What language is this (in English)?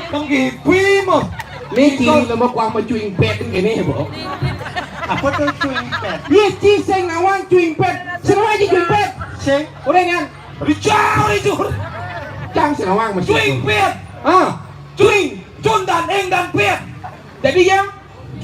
Balinese